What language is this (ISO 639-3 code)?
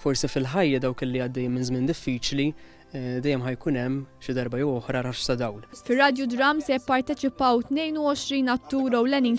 mlt